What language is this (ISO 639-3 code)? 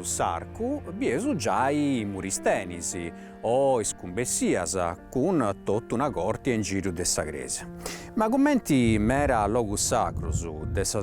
srd